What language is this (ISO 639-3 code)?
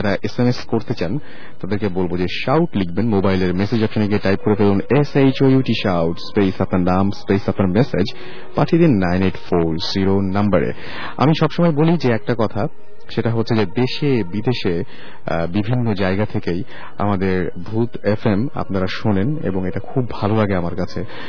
ben